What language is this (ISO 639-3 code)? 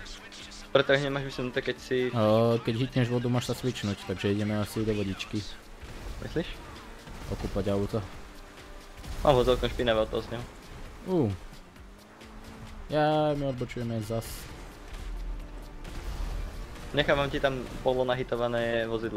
slk